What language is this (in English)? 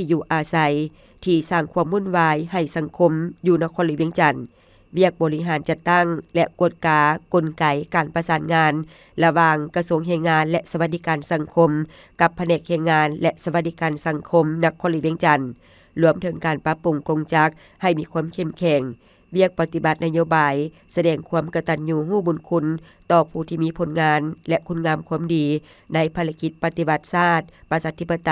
Lao